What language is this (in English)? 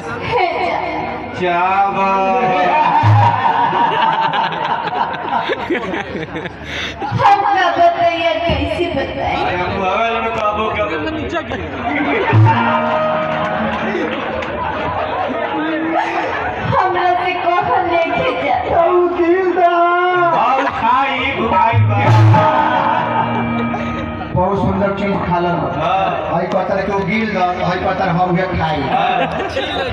Bhojpuri